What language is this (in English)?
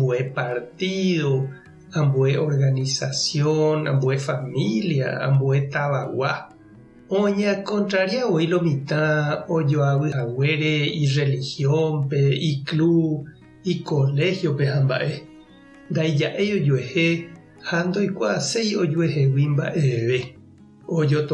Guarani